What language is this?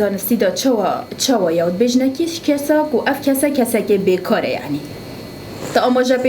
Kurdish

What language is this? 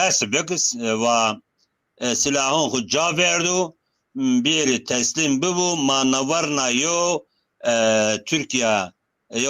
Zaza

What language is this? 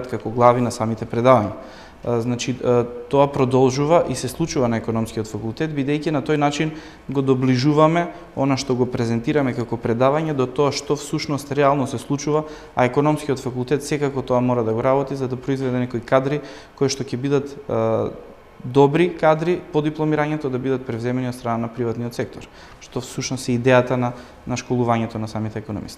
Macedonian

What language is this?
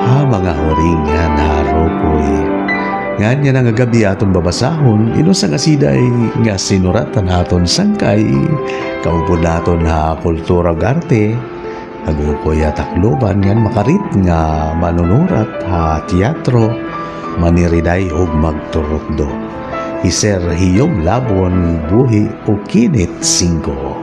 Waray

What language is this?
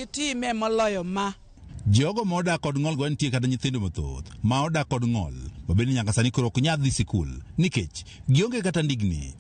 Luo (Kenya and Tanzania)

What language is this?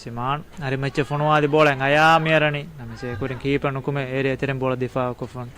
Divehi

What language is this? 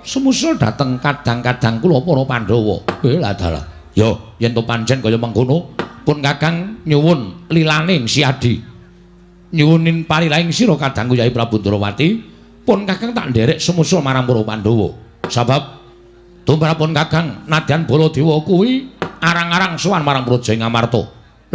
Javanese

